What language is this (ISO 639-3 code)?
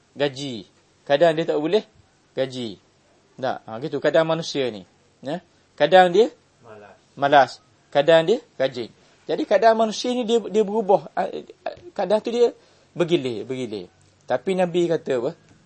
msa